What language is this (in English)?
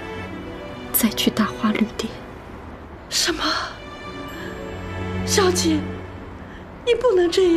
Chinese